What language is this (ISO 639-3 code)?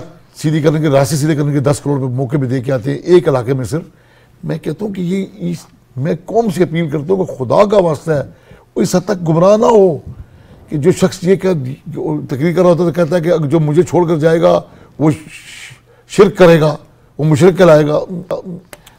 urd